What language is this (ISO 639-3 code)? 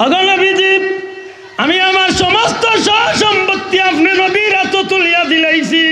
syl